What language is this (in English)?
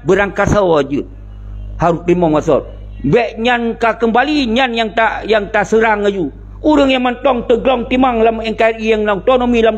Achinese